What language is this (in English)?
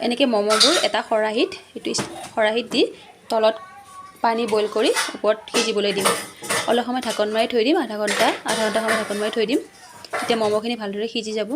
Assamese